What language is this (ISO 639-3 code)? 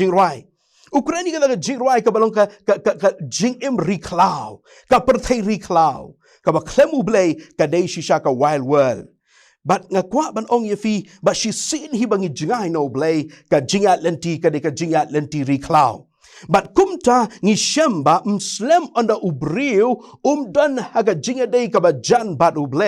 kha